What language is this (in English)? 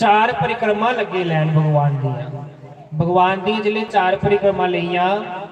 Dogri